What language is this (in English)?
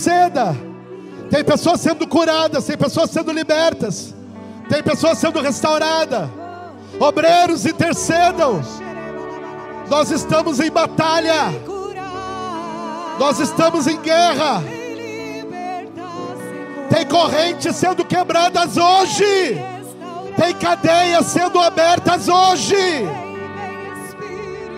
Portuguese